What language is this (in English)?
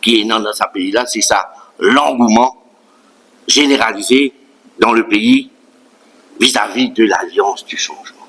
Morisyen